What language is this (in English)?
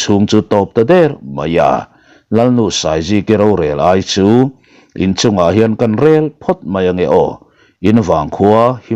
Mizo